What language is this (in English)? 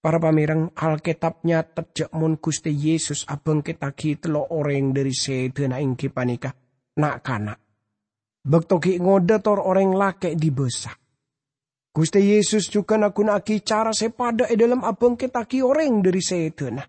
Madurese